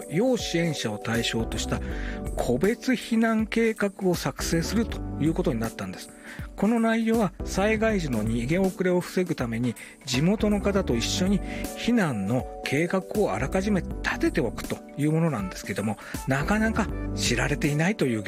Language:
Japanese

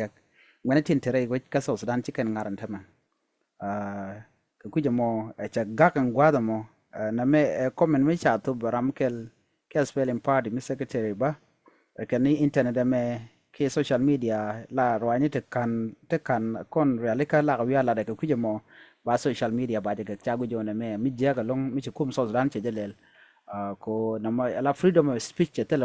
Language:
Nuer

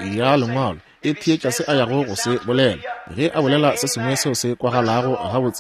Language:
Northern Sotho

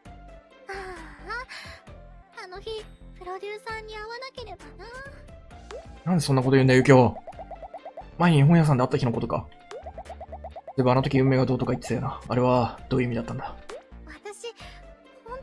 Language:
Japanese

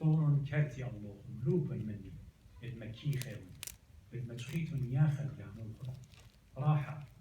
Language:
Assyrian Neo-Aramaic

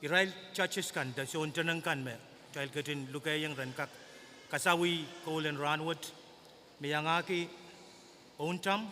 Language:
Pohnpeian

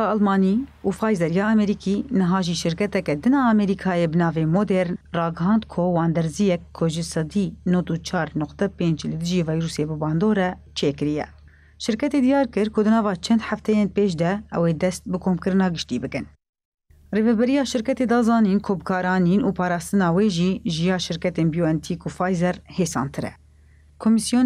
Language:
Kurdish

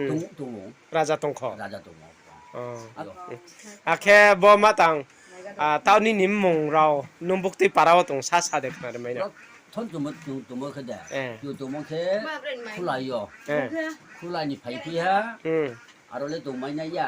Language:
Riang (India)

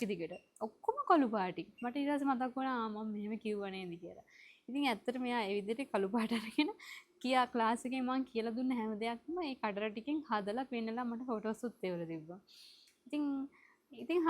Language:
Sinhala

